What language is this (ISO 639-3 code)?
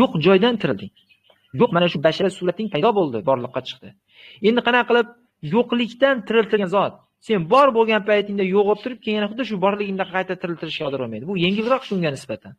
uzb